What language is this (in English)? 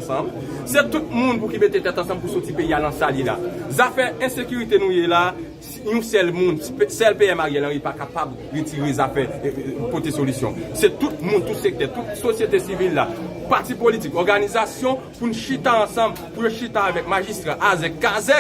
Haitian Creole